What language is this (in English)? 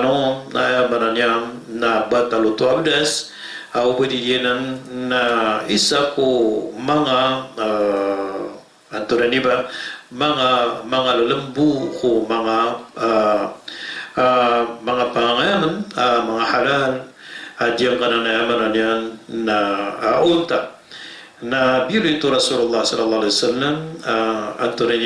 Maranao